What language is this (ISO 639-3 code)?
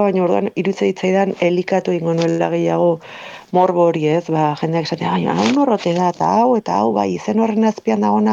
eus